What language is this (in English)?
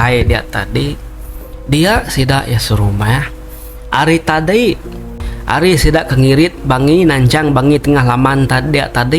Iban